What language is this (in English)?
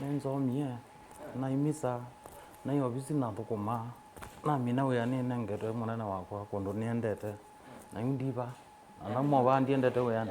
Kamba